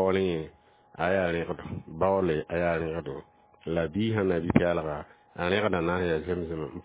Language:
Mossi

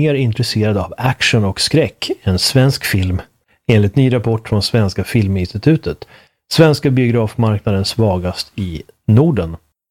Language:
Swedish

